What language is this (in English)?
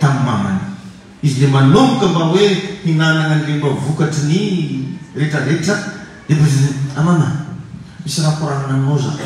Malagasy